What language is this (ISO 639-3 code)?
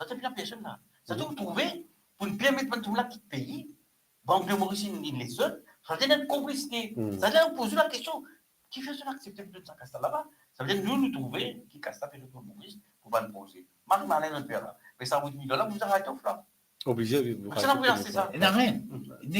mfe